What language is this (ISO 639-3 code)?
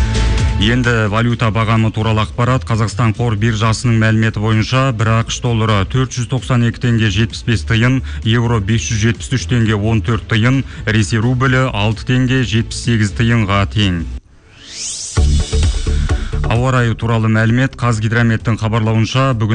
kaz